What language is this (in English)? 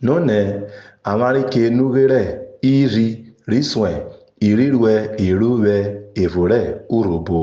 Urhobo